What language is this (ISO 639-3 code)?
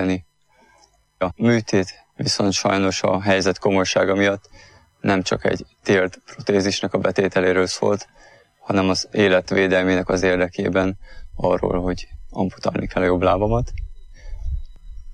hun